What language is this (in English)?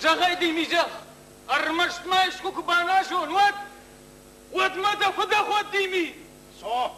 Ossetic